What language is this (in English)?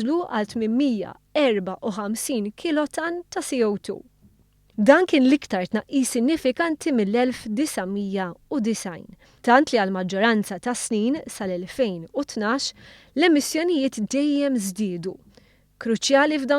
Maltese